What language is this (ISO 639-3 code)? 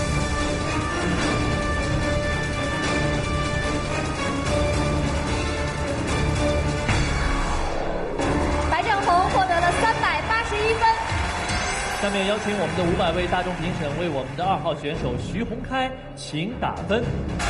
zho